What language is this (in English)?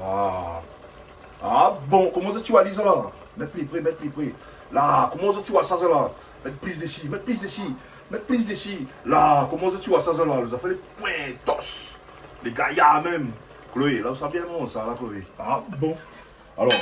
Réunion Creole French